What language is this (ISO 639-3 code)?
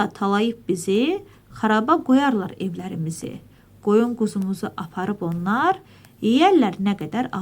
aze